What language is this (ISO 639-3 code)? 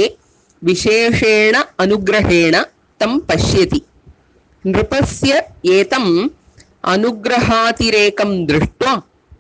san